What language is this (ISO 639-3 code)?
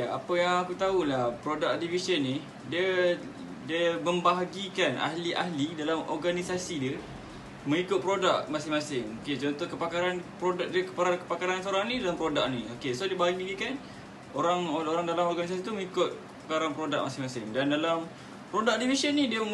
msa